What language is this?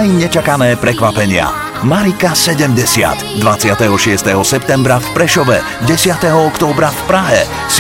Slovak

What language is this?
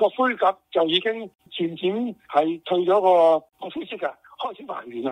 Cantonese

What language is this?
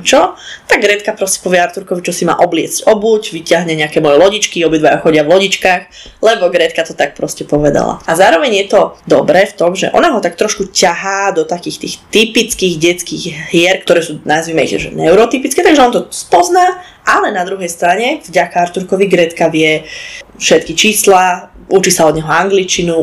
Slovak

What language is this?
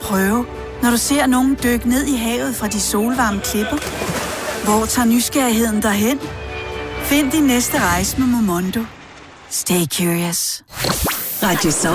Danish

